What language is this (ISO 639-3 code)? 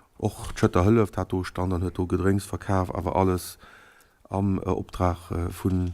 ltz